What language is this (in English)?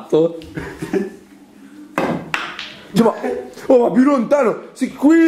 Italian